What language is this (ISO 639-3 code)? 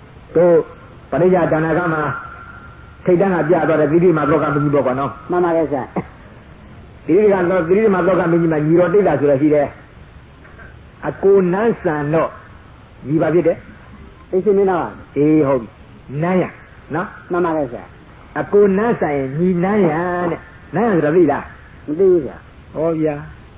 mya